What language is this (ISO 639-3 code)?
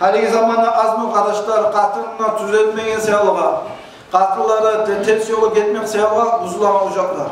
kum